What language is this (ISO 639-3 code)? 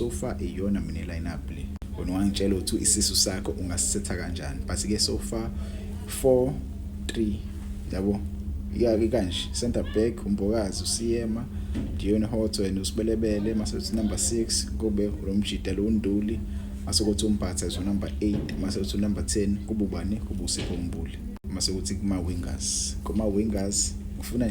zul